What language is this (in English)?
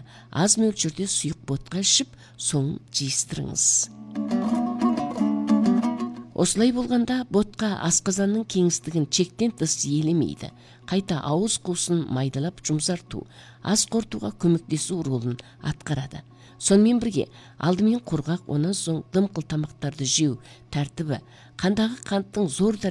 Kazakh